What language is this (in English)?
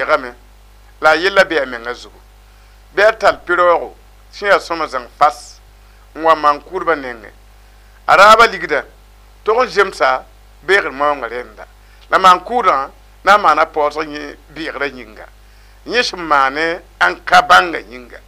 Mossi